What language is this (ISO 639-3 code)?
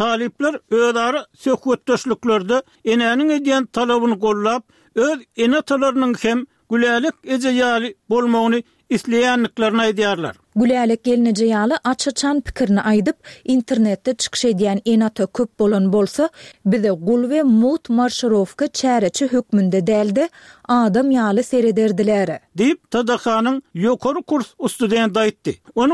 tuk